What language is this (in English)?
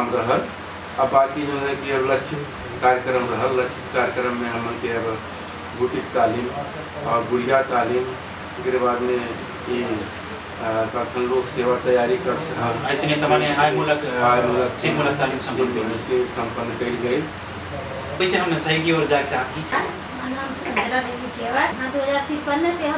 Bhojpuri